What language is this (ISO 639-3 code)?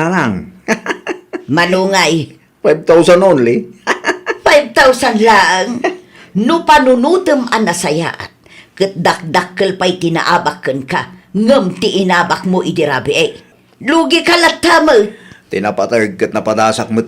ilo